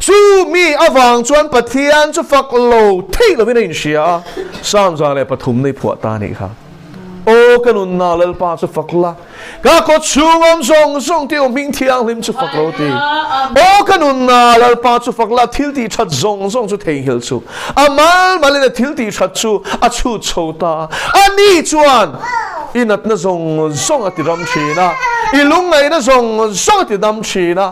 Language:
Mizo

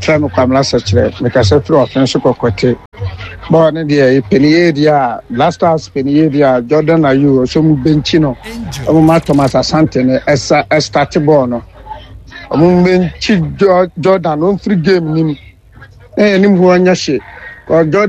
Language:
Akan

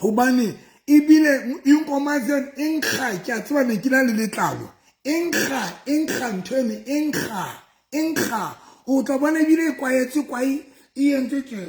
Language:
Southern Sotho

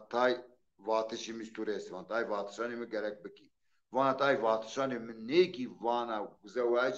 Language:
Zaza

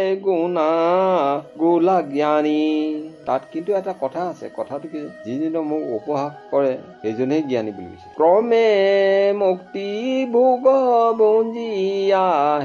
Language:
Assamese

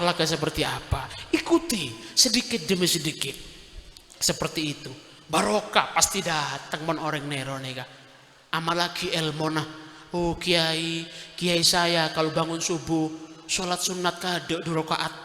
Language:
Madurese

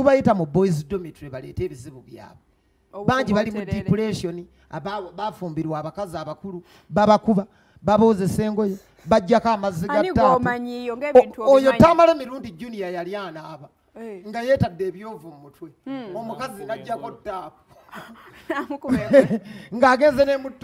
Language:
Ganda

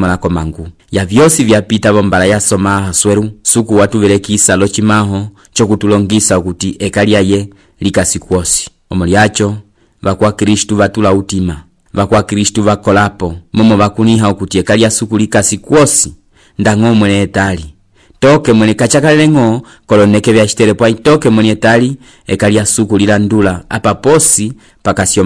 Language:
Umbundu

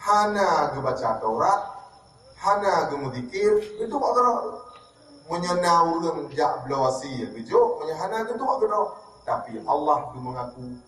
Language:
Achinese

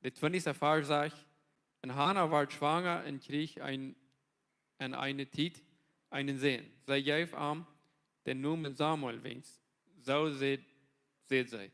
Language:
Plautdietsch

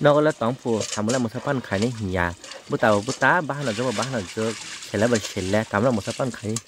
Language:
Kok Borok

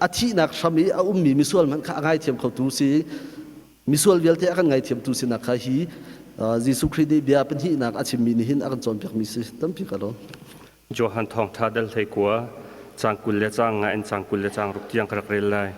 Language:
Hakha Chin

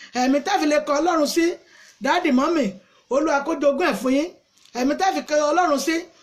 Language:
Yoruba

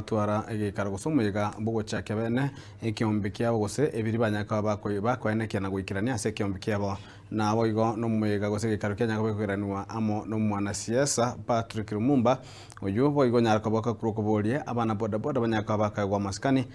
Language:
Gusii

